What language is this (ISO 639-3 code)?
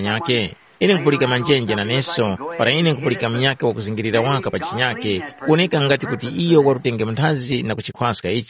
tum